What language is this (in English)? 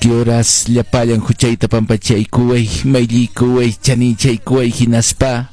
Quechua